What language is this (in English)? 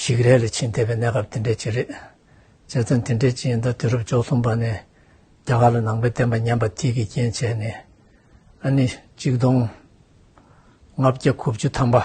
Tibetan